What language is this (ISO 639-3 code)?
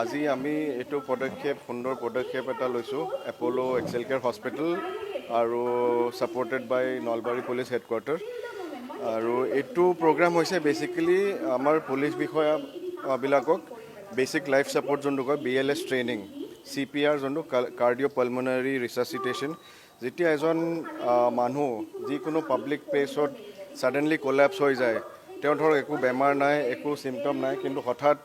asm